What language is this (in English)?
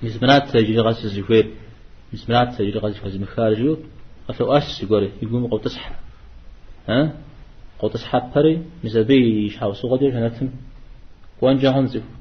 Kabardian